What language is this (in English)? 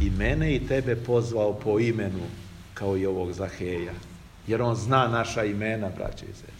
Serbian